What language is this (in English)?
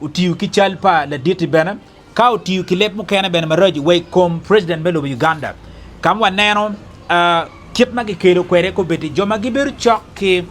Acoli